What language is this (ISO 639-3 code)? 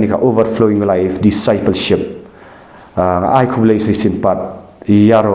kha